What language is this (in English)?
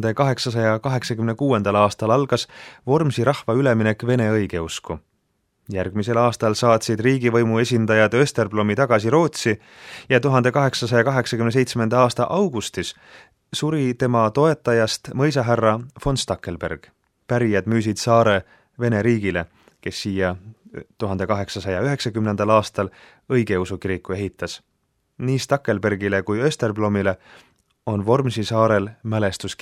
Estonian